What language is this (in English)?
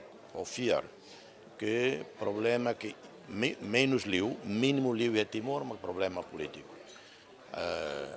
Tetum